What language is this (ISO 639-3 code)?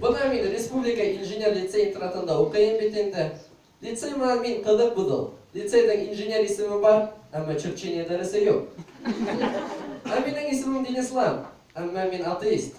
bak